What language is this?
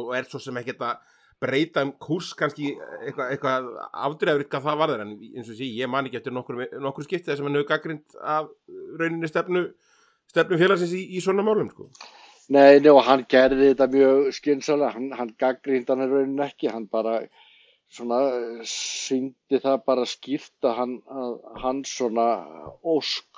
Icelandic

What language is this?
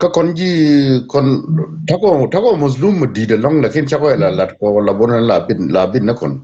Nuer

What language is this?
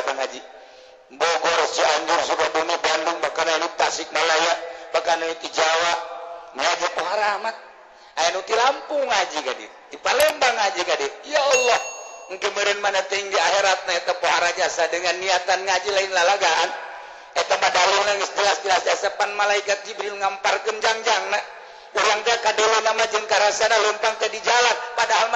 Sundanese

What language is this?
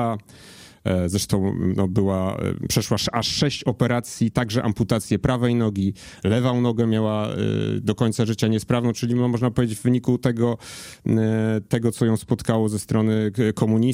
Polish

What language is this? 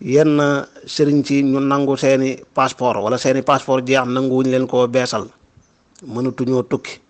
Wolof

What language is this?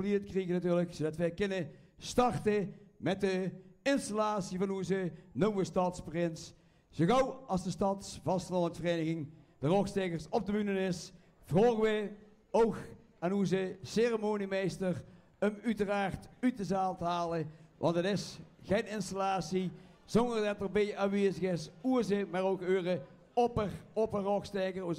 Limburgish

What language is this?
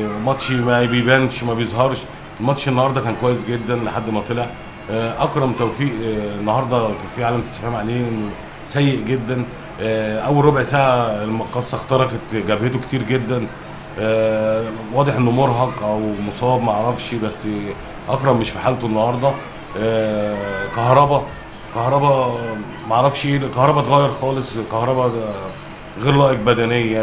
Egyptian Arabic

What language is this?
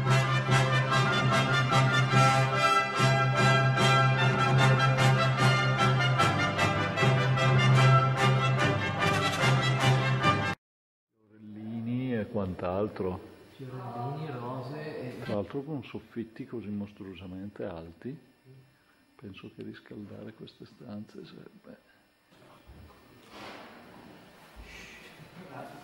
Italian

